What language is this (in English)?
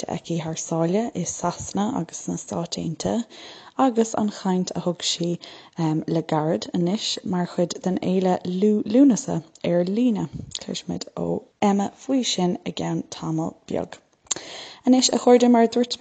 Irish